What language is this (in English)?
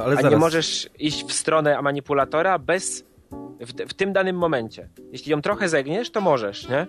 Polish